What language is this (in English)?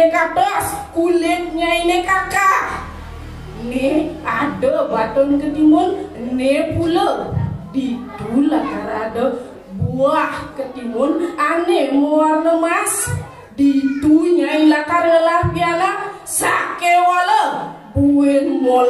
Balinese